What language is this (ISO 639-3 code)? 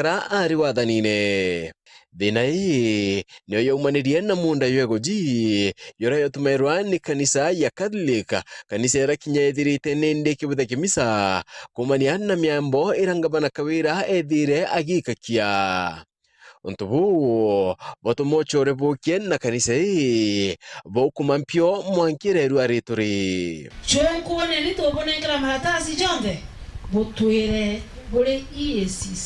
mer